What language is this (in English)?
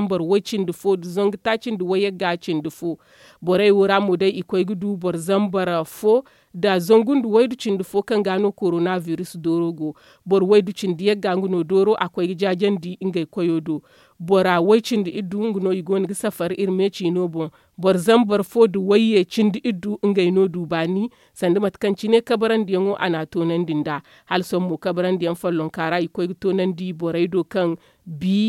Zarma